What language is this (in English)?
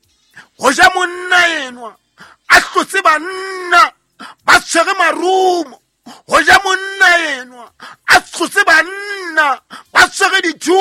Southern Sotho